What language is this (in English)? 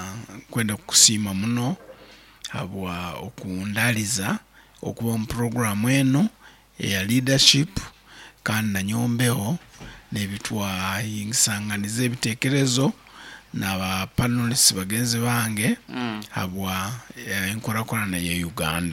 Nyankole